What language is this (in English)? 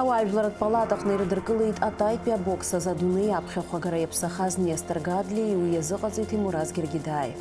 Abkhazian